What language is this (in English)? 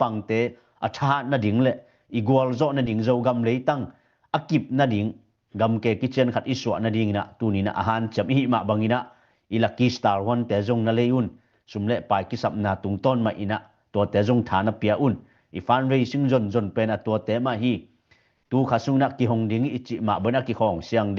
Tedim Chin